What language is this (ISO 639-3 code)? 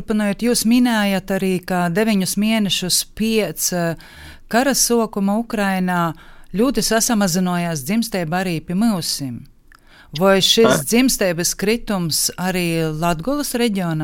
lav